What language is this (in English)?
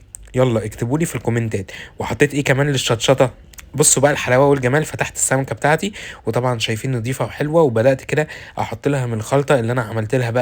Egyptian Arabic